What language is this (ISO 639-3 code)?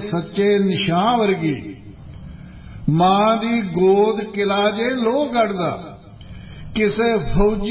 pan